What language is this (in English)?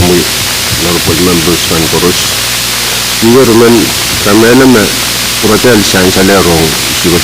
Pohnpeian